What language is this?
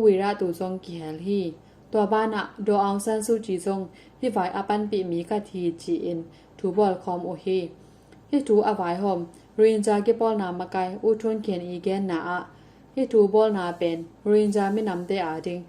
Tedim Chin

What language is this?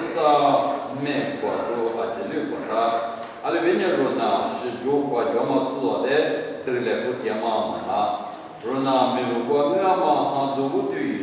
Lisu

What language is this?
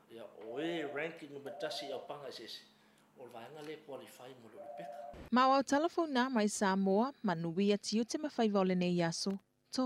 Samoan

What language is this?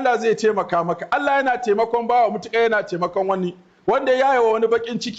Hausa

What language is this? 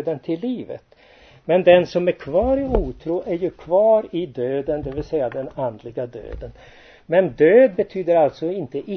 Swedish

